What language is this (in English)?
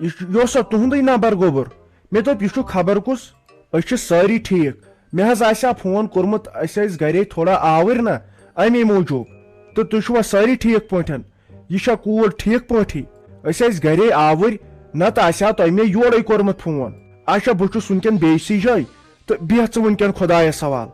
Kashmiri